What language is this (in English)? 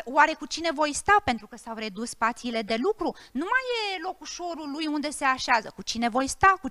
Romanian